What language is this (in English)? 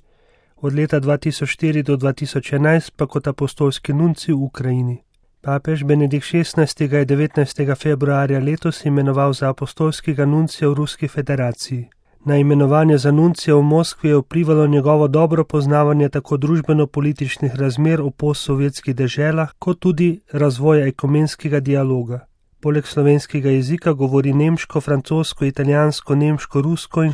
Slovenian